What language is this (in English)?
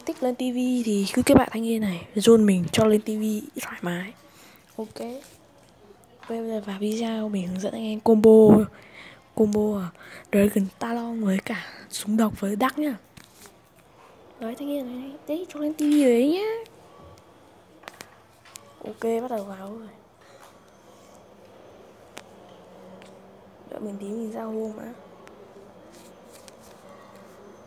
Vietnamese